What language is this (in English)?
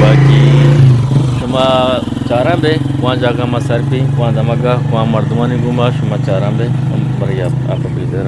Eastern Balochi